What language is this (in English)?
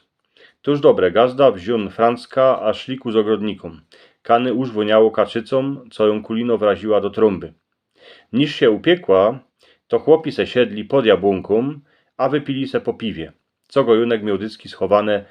Silesian